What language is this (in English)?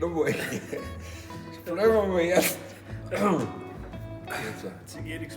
Bavarian